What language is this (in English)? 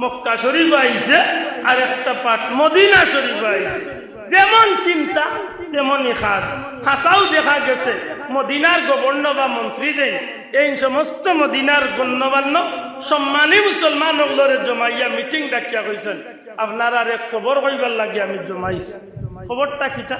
Sylheti